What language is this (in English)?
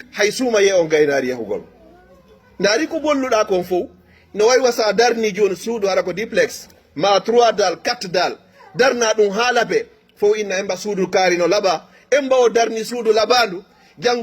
Fula